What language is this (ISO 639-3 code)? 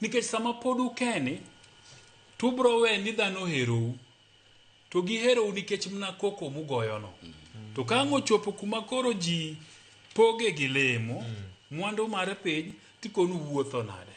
luo